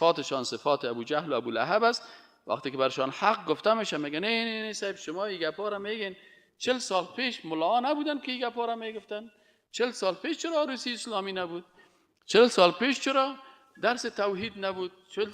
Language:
Persian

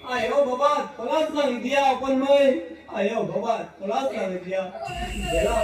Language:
Santali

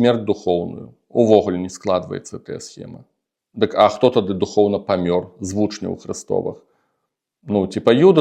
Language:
Belarusian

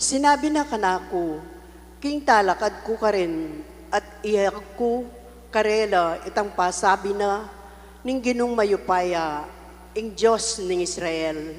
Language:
Pampanga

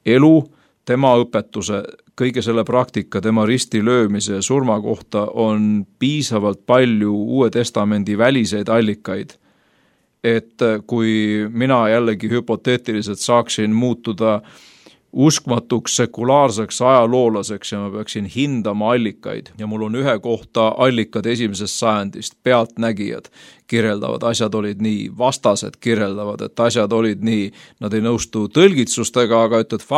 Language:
Estonian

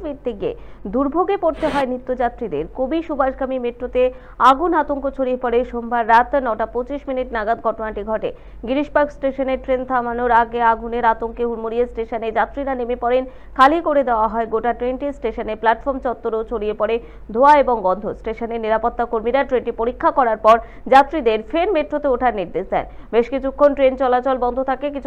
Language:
Bangla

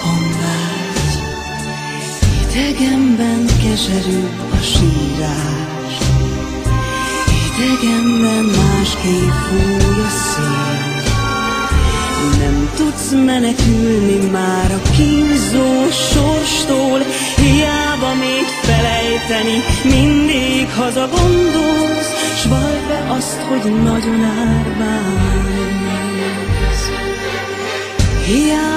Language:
Hungarian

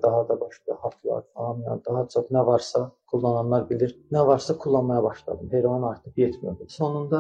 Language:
Turkish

